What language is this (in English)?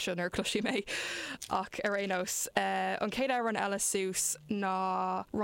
Irish